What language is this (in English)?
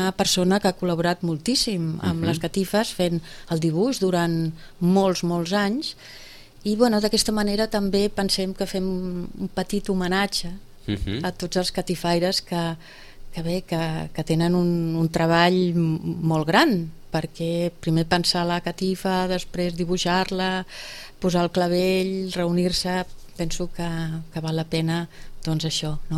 Catalan